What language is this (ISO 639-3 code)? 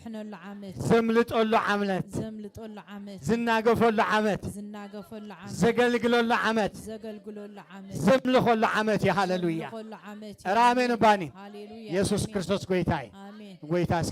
tir